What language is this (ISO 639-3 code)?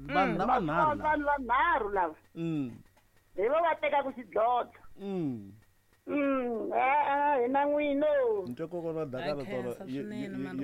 tso